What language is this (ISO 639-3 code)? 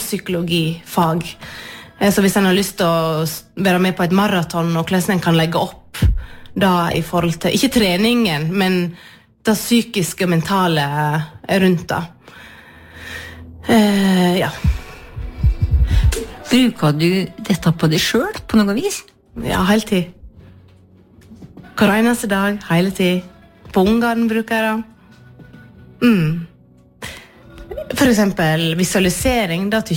nor